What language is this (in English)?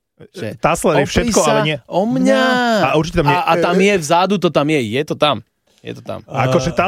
Slovak